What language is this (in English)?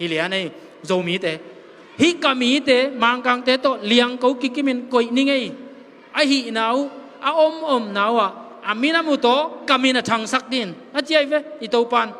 Tedim Chin